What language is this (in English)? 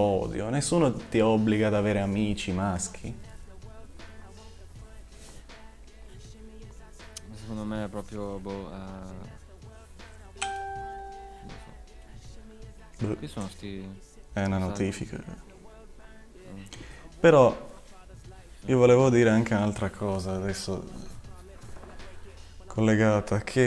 Italian